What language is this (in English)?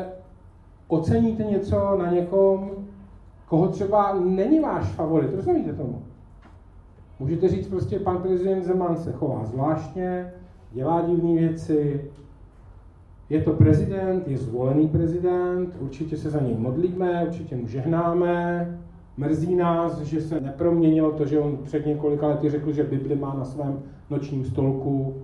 Czech